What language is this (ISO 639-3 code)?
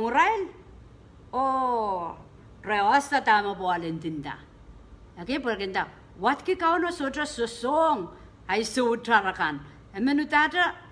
pon